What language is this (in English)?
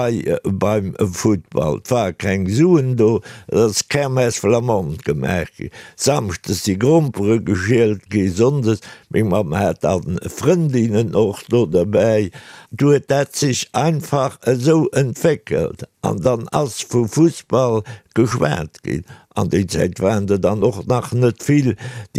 Luxembourgish